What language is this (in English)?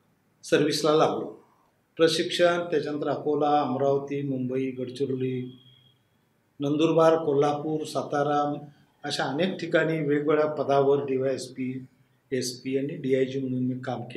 Marathi